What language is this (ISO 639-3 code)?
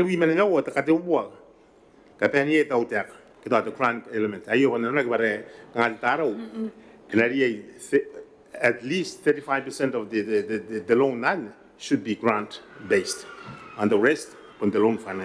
gil